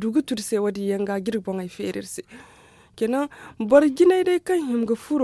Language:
Zarma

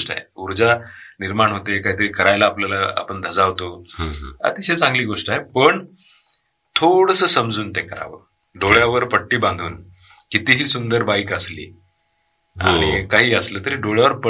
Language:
Marathi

